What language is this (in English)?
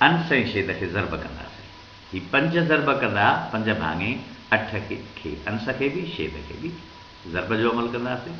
Sindhi